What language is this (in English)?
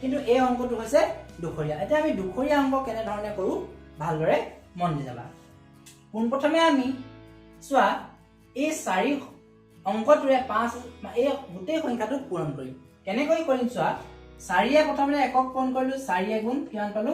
Assamese